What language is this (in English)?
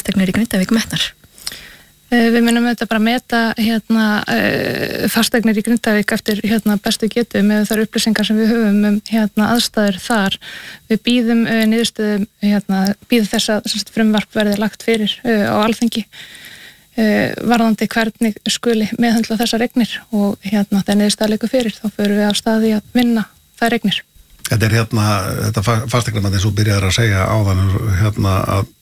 Icelandic